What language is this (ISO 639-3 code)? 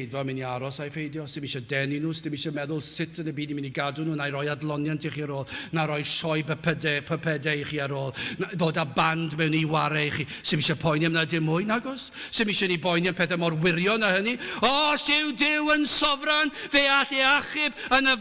cym